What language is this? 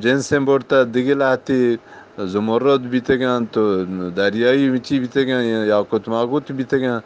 Eastern Balochi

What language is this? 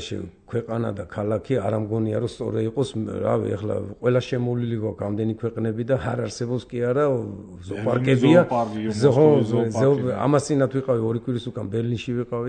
Georgian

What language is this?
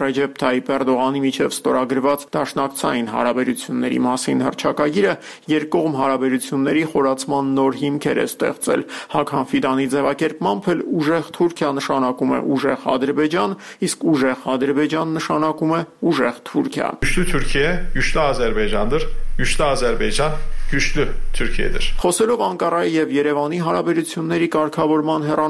Armenian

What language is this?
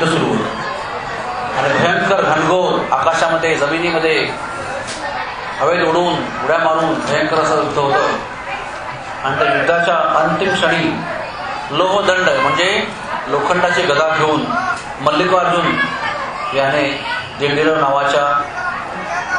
Marathi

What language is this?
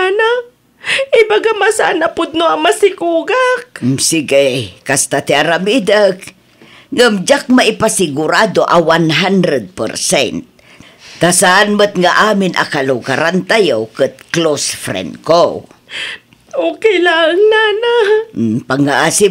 Iloko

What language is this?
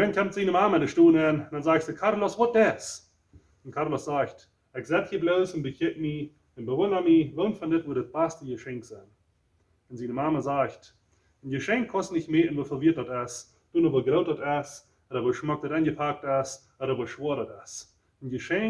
Plautdietsch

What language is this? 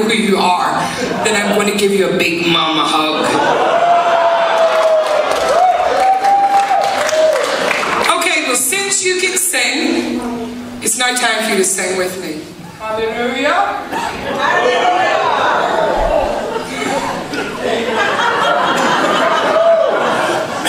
English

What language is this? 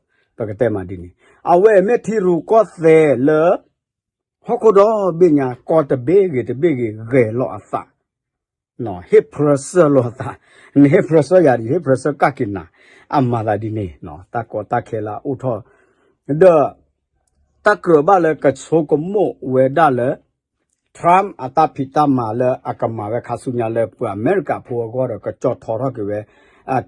S'gaw Karen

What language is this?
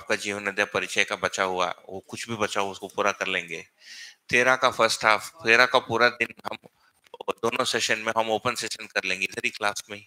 Hindi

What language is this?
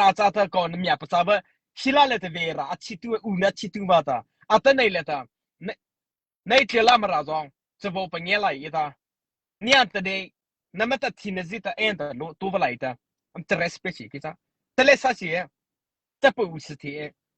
Mara Chin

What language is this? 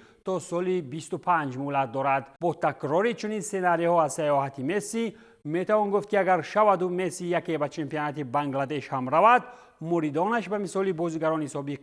Tajik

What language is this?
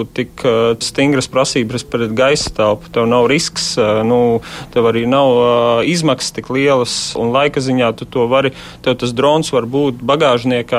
Latvian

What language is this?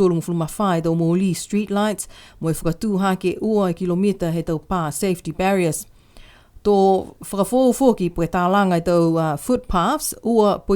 Niuean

